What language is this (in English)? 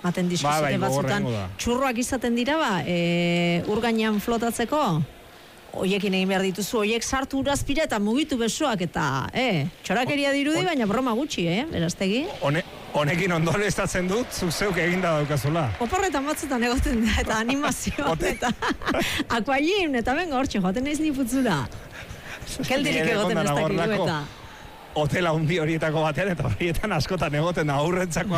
Basque